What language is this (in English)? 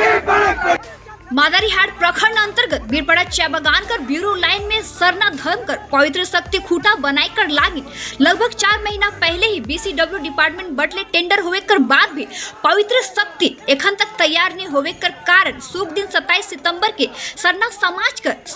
Sadri